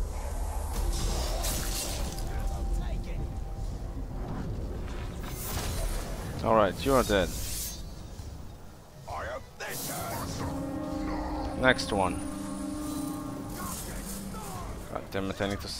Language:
English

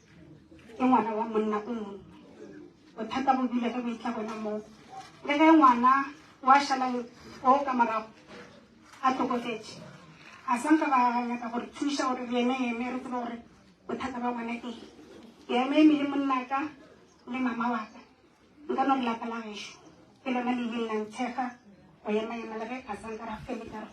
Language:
Northern Sotho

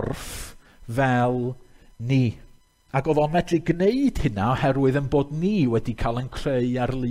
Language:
Welsh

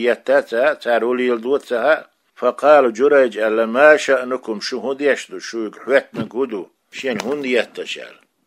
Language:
Chechen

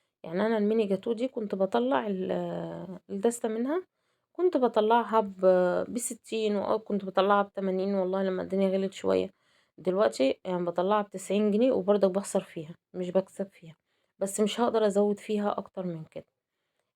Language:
Egyptian Arabic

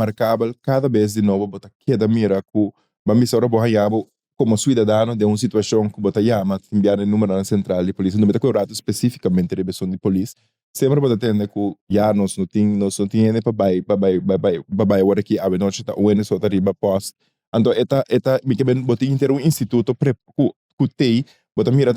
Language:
Papiamento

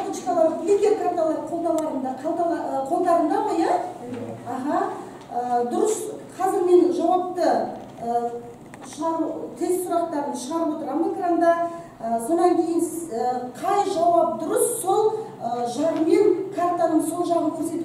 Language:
Kazakh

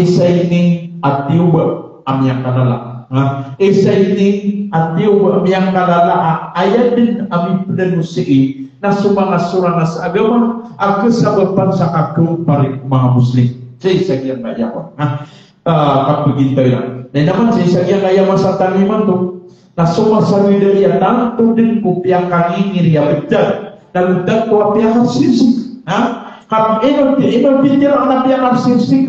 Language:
Maranao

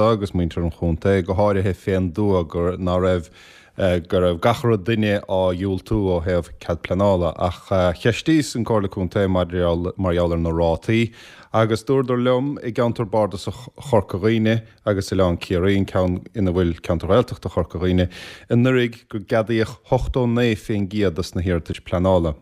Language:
Irish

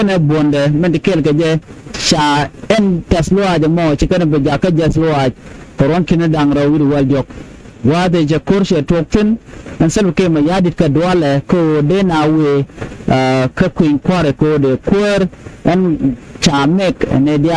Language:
Nuer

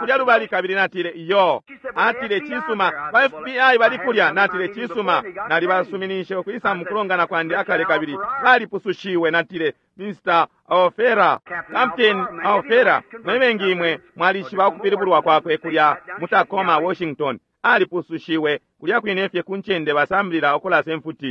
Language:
Bemba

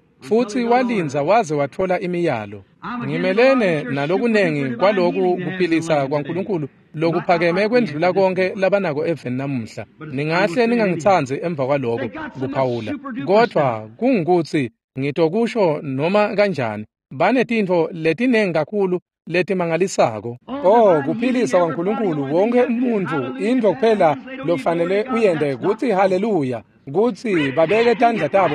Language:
Swati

